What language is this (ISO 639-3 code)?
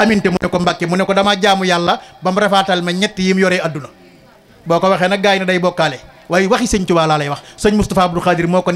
wol